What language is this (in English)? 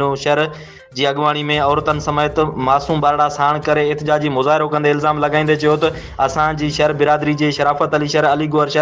Sindhi